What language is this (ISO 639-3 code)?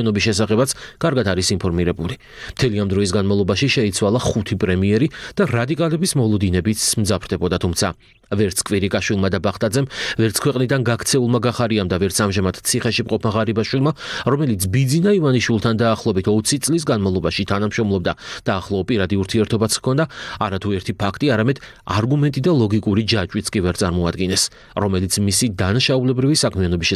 kat